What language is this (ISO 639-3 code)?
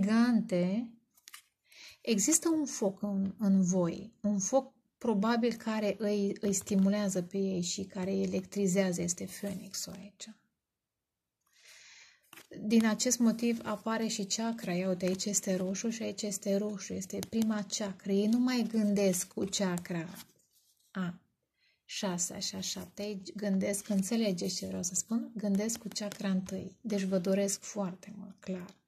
ron